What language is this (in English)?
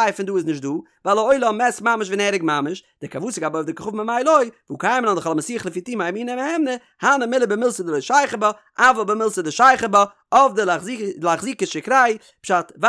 Yiddish